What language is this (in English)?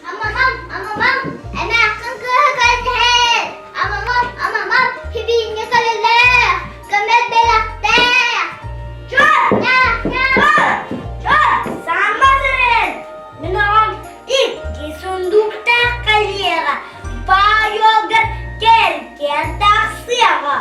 Yakut